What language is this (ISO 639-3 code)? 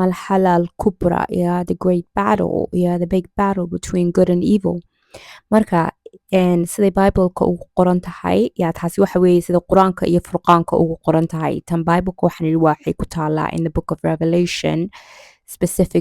som